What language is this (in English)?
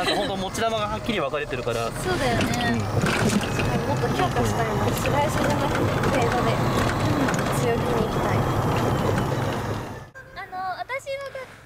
Japanese